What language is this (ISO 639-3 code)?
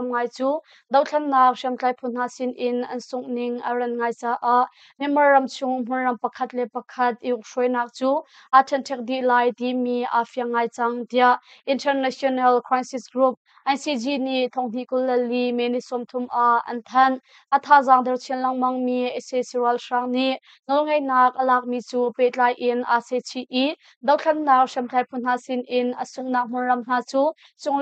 cnh